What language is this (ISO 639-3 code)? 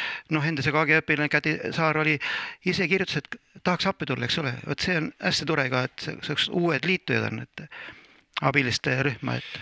est